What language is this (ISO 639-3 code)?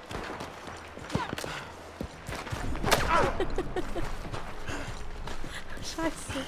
gsw